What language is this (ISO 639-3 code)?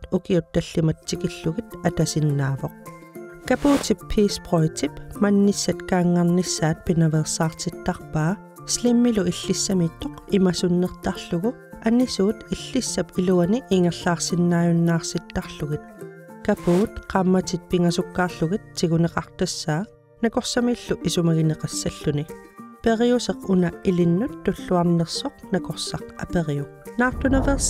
kal